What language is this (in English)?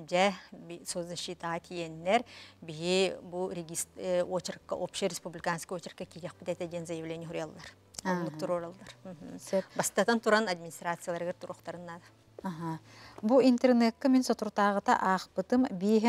Yakut